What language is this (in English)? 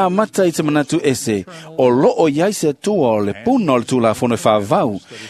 Samoan